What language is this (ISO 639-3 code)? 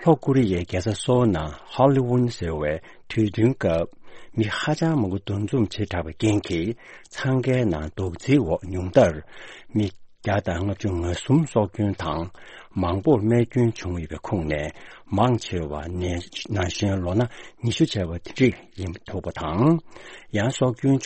bod